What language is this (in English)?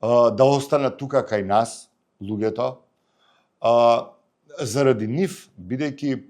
Macedonian